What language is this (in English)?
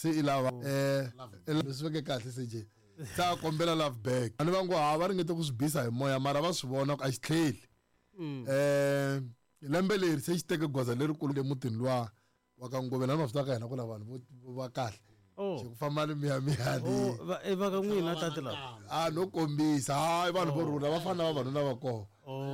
Tsonga